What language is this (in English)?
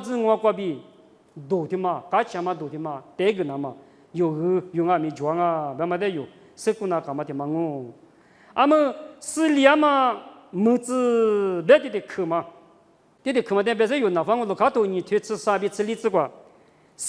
Lisu